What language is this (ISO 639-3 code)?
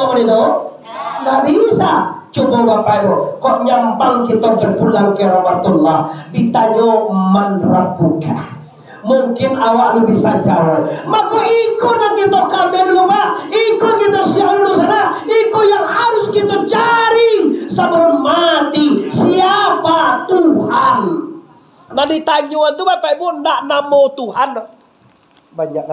min